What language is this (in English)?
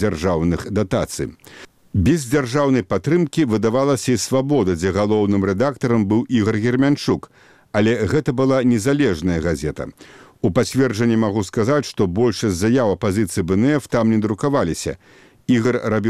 Belarusian